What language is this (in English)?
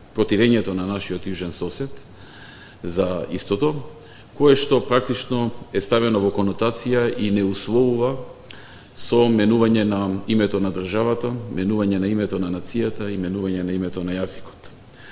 Macedonian